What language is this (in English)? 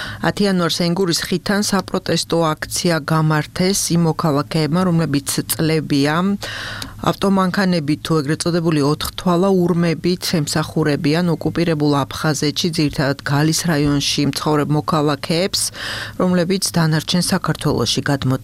Georgian